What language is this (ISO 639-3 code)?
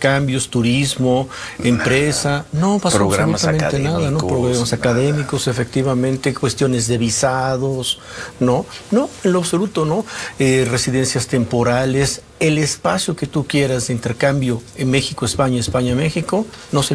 spa